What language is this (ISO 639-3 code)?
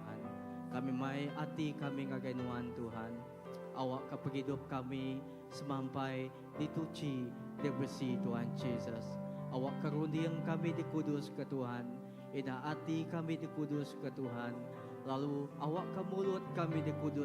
iba